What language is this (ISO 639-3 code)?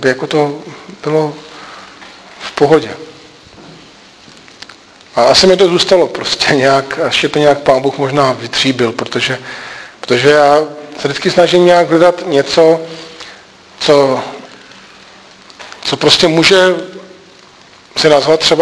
ces